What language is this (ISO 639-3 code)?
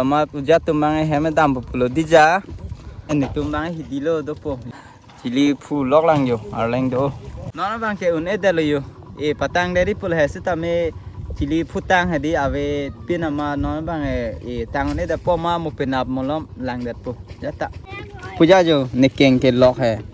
mjw